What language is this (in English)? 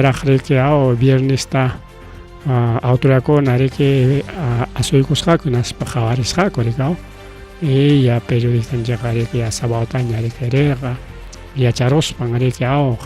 Ayacucho Quechua